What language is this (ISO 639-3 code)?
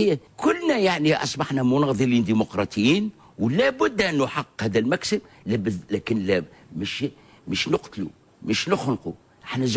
aeb